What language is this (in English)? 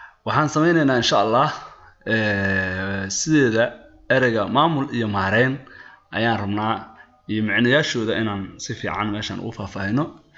Somali